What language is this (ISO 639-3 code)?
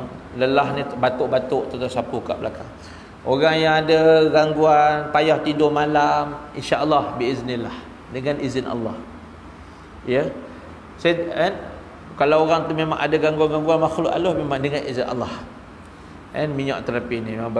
msa